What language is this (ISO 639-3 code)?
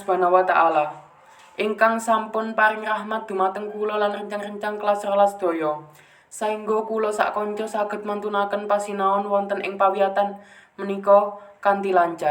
jav